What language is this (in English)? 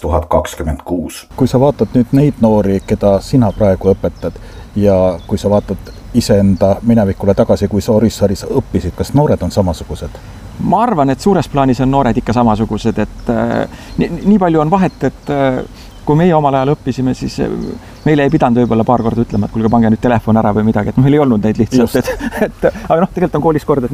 Estonian